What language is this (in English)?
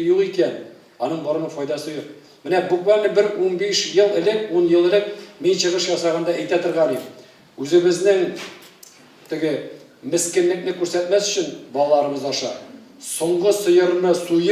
Tatar